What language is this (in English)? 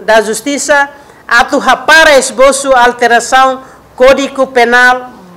Tetum